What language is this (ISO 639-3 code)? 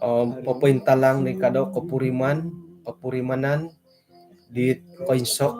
dtp